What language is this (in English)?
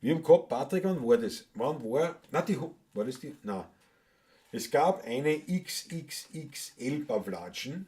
Bavarian